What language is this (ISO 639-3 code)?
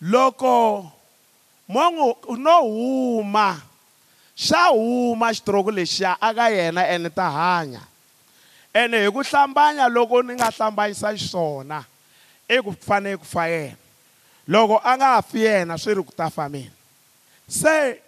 tso